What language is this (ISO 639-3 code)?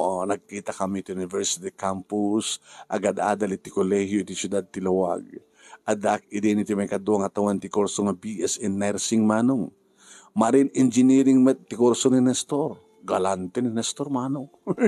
ilo